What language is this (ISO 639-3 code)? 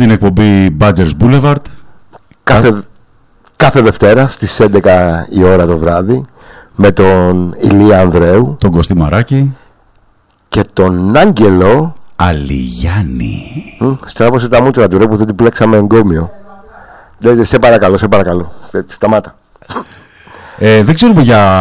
ell